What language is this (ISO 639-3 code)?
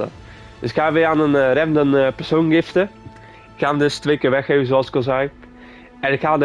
nld